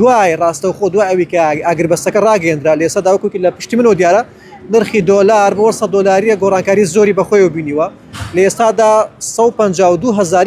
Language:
Central Kurdish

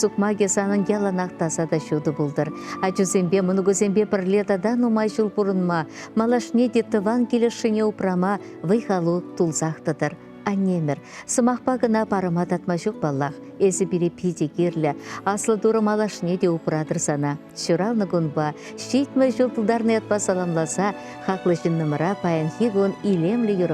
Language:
Chuvash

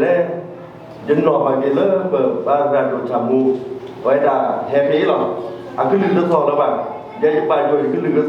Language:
S'gaw Karen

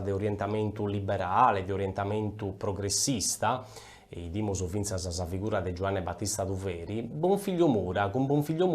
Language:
Sardinian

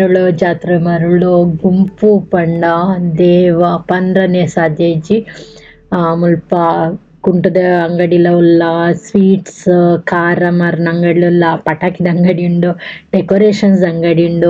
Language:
Tulu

